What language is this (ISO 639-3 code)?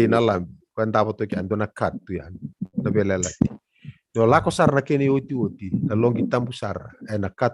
fij